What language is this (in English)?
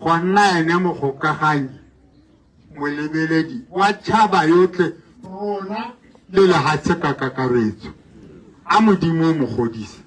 Tswana